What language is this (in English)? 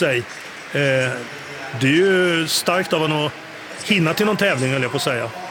Swedish